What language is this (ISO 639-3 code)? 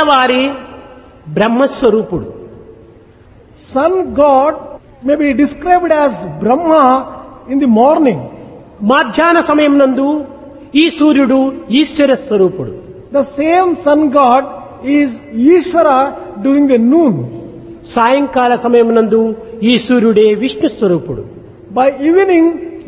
tel